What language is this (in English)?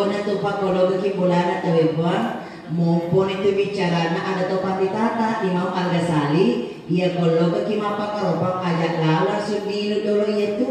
Buginese